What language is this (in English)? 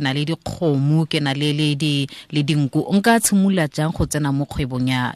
Tswana